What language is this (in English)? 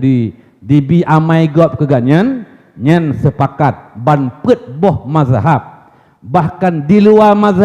Achinese